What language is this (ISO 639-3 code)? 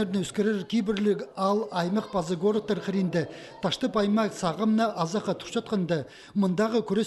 kjh